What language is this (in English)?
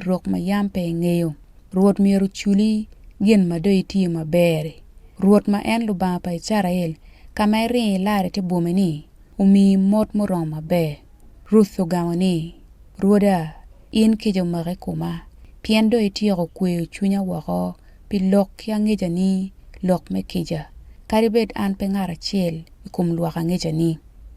Acoli